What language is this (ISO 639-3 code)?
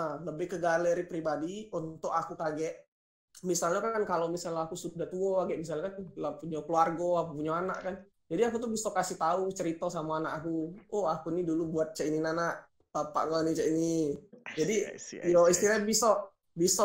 mui